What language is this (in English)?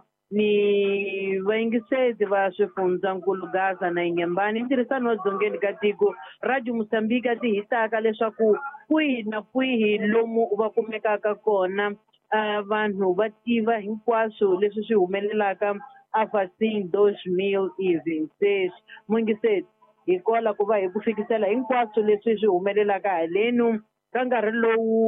Tsonga